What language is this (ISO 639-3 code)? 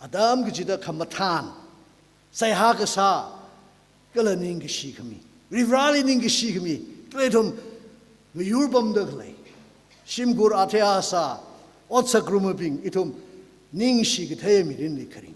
nmf